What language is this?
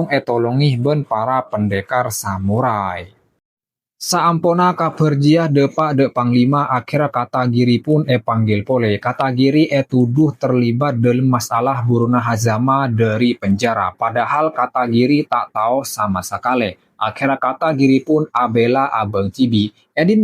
Madurese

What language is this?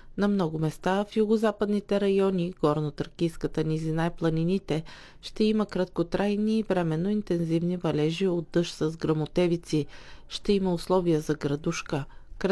Bulgarian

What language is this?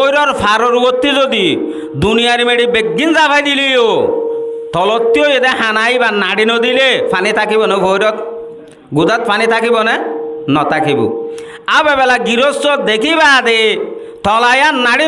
Rohingya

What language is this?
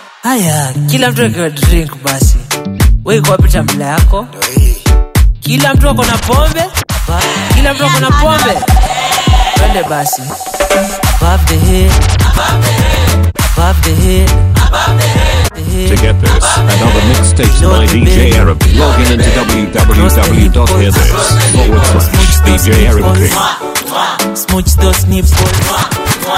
Swahili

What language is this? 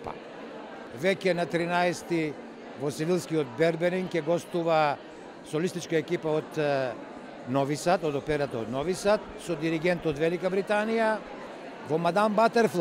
Macedonian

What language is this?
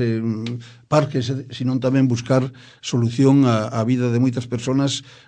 Galician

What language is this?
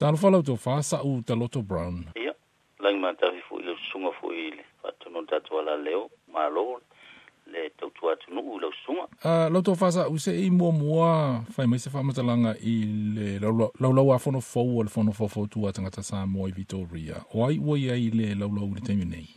Samoan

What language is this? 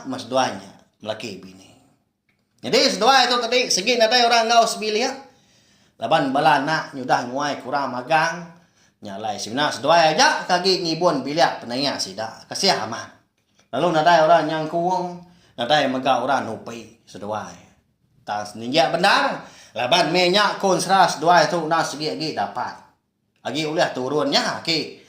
Iban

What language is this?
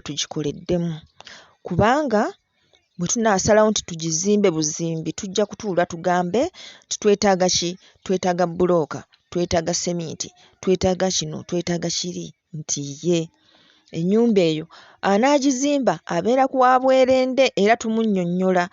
Ganda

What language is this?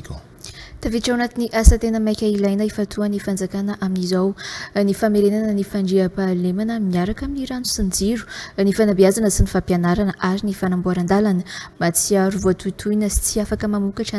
Malagasy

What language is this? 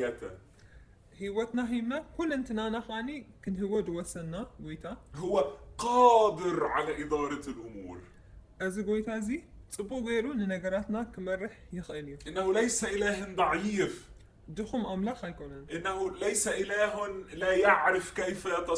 Tigrinya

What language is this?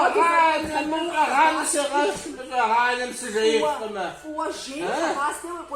Kabardian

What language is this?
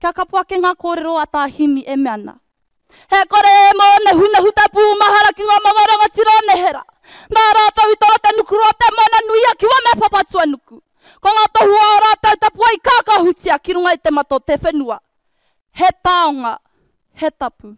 Māori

